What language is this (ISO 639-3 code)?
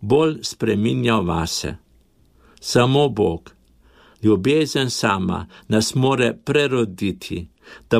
slv